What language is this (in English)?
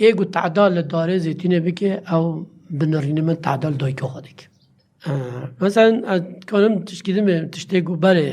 Kurdish